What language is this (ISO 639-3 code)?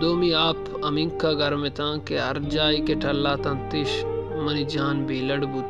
bal